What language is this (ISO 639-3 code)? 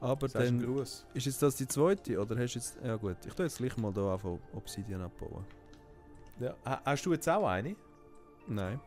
gsw